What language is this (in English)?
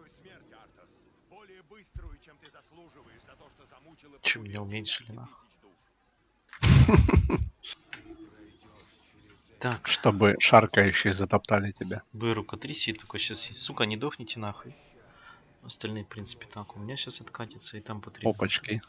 Russian